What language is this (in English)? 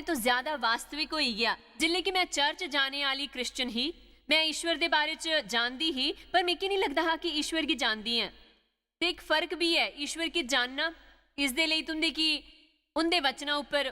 Dogri